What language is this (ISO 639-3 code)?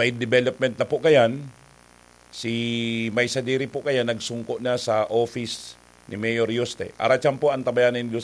bik